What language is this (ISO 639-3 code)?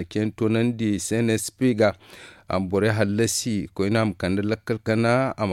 dje